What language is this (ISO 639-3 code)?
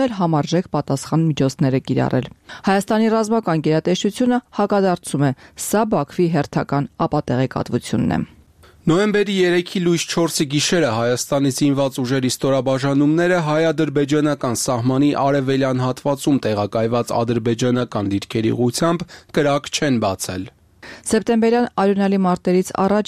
hye